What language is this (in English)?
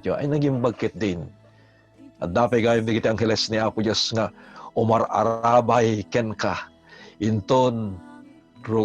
Iloko